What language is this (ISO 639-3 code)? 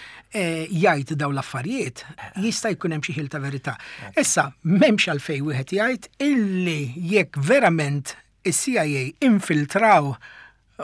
mlt